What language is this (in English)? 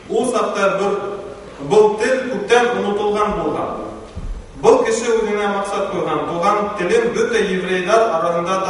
Bashkir